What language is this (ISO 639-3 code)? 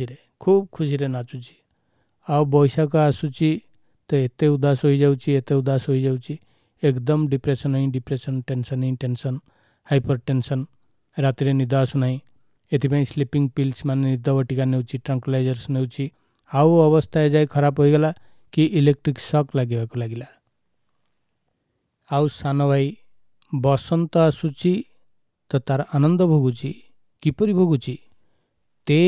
ori